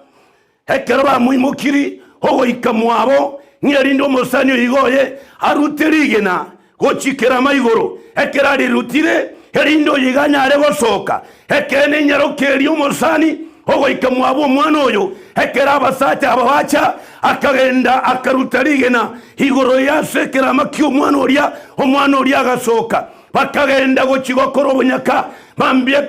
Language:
Gusii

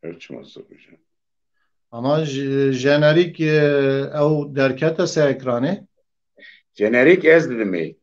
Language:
Kurdish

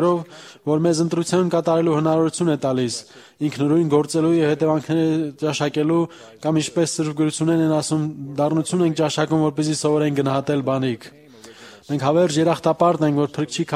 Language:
Armenian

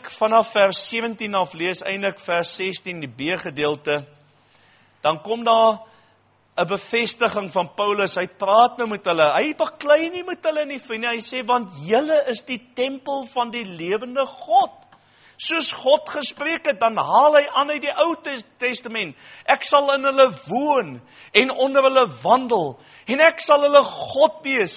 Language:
Afrikaans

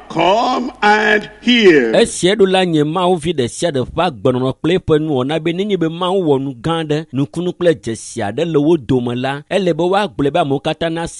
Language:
Ewe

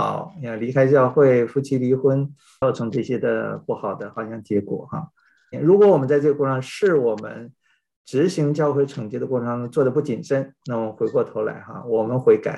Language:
Chinese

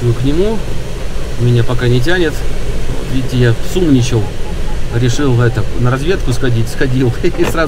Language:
Russian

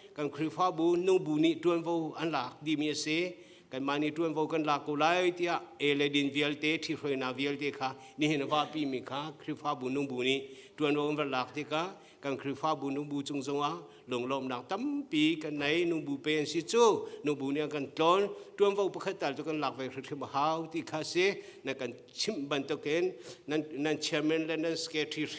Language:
Hakha Chin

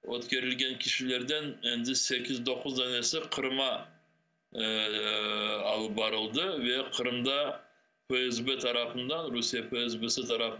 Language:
Crimean Tatar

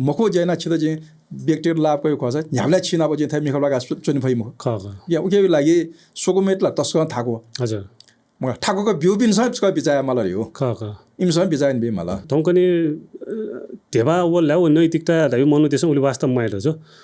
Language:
Newari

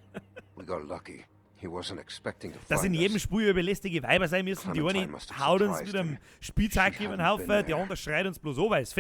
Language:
Bavarian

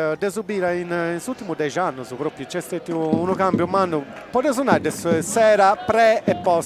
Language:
Sardinian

